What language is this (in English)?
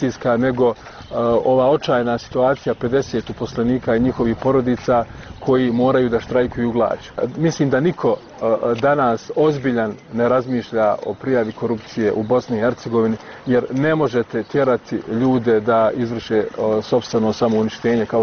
Bosnian